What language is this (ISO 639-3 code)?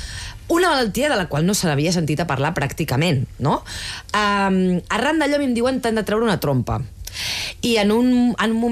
cat